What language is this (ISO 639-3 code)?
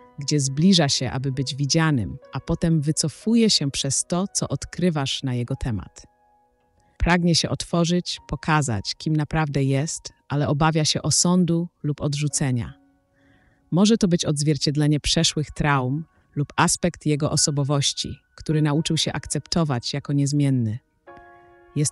pol